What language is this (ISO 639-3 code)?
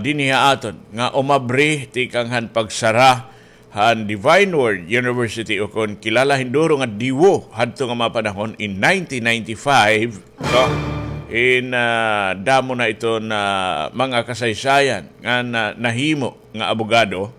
war